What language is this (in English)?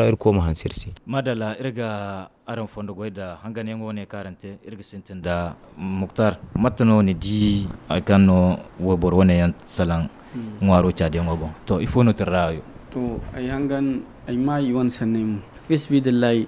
Zarma